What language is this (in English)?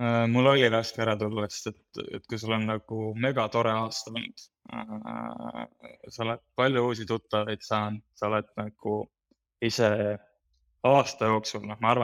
Estonian